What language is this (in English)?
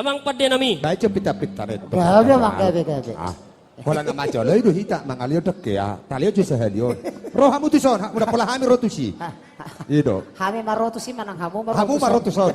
Batak Toba